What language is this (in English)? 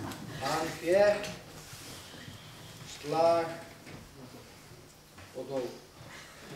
Icelandic